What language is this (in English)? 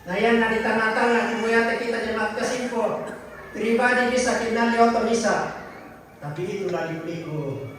Toraja-Sa'dan